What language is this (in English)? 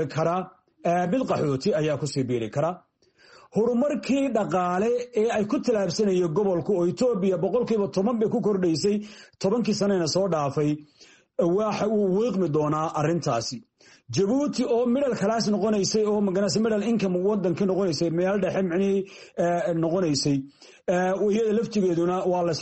Somali